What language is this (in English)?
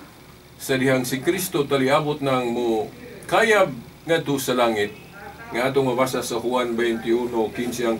Cebuano